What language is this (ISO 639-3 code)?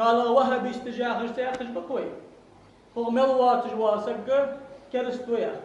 inh